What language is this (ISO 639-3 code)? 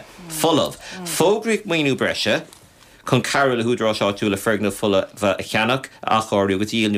gle